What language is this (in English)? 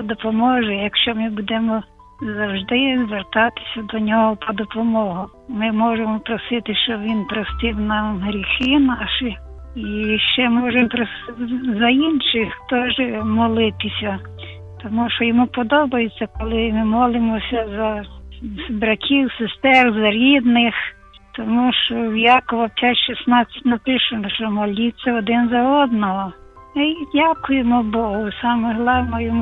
Ukrainian